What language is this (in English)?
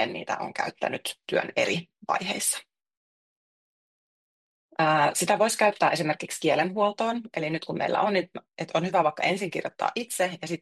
Finnish